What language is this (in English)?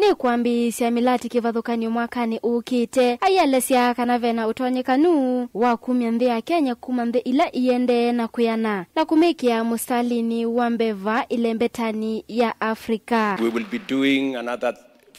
Kamba